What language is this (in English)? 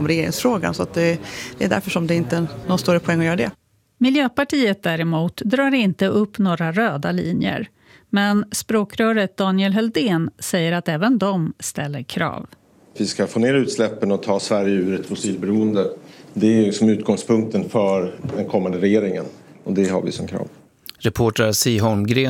Swedish